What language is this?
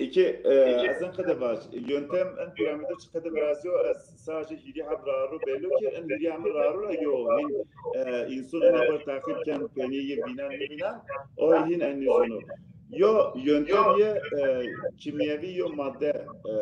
Zaza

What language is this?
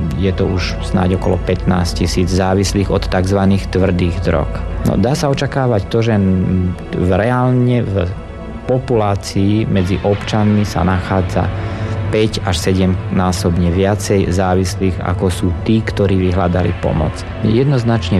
Slovak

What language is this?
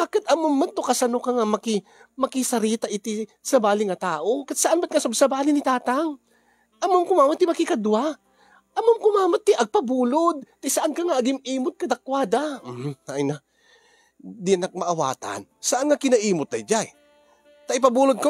Iloko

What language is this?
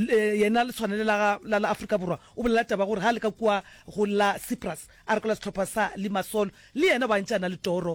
Northern Sotho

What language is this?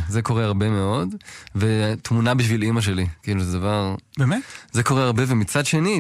Hebrew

